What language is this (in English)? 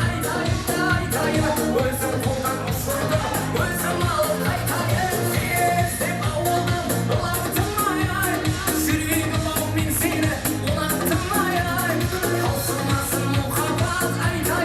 Kara-Kalpak